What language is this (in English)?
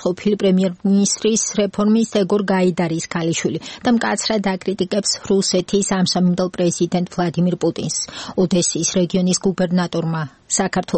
Georgian